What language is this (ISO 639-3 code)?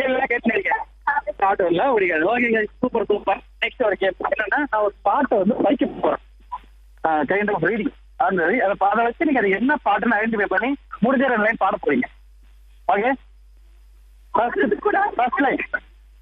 tam